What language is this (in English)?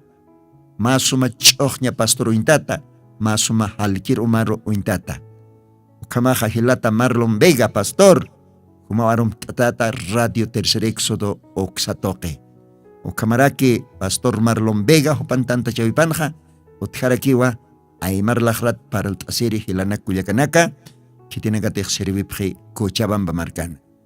Aymara